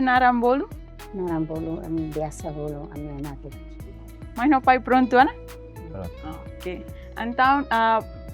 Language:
Tetum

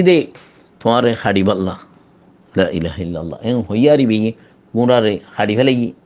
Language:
Rohingya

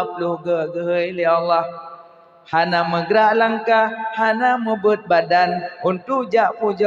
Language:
Achinese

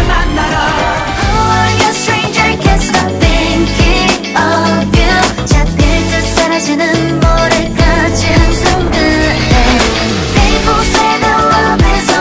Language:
Korean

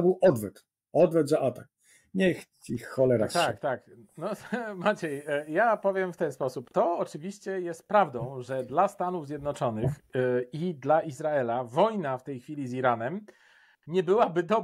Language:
Polish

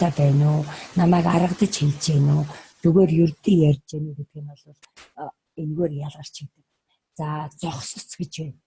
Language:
Mongolian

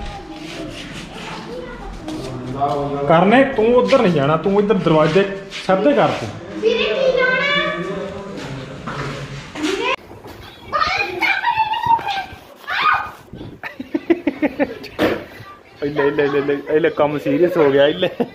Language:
Punjabi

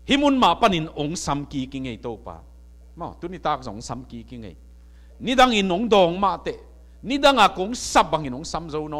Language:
Tedim Chin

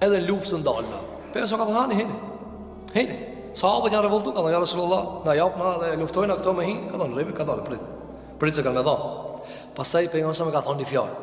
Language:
Albanian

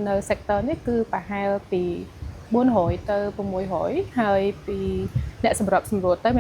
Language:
Khmer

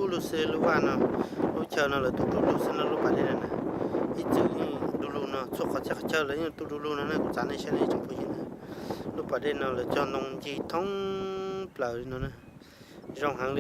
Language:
Hmong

